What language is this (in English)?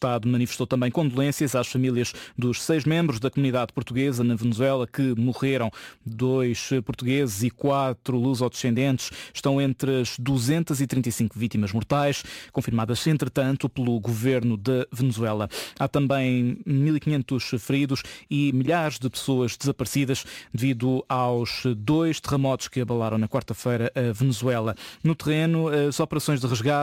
Portuguese